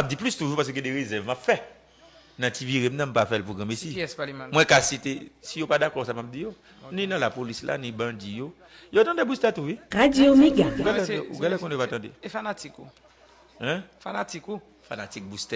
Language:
Haitian Creole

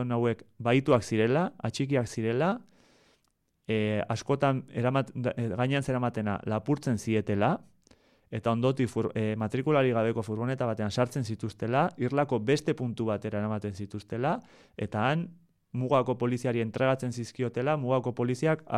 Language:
Basque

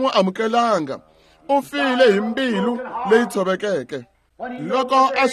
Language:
Tsonga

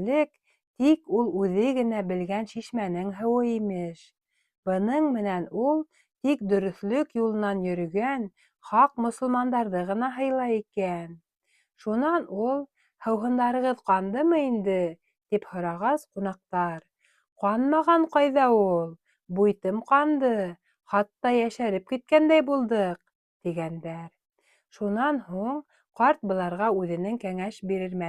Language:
Bashkir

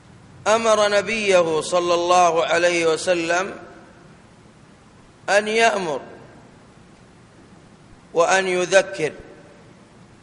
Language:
Arabic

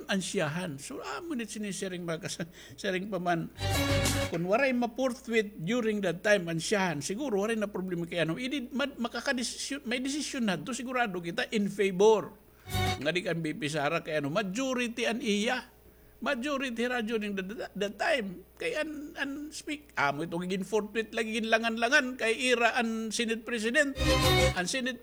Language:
Waray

